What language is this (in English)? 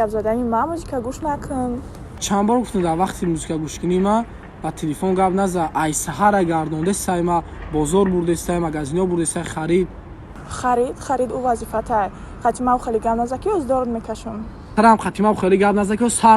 Tajik